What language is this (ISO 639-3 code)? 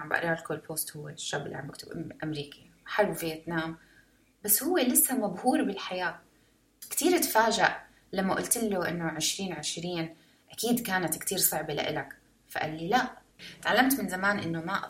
apc